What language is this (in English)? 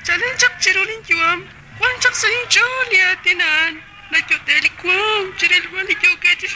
Kekchí